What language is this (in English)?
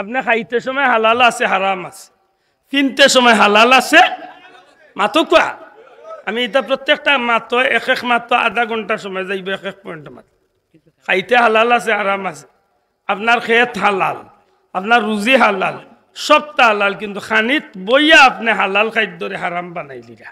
Sylheti